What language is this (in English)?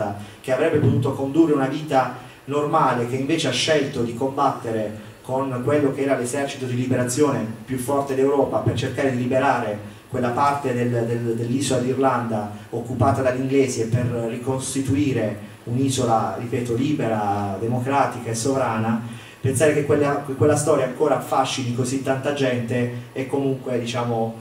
Italian